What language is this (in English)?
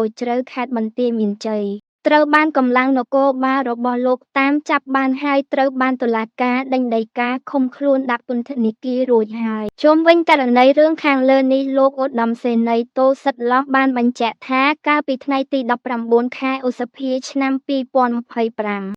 Khmer